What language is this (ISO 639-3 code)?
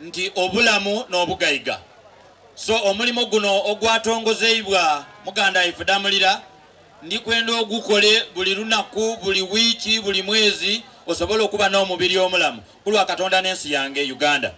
xog